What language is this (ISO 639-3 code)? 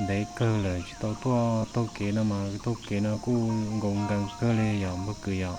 hmn